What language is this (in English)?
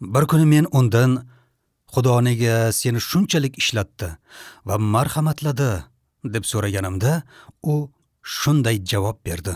Uzbek